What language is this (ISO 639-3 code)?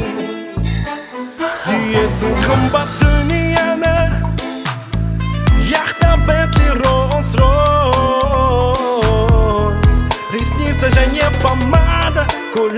kaz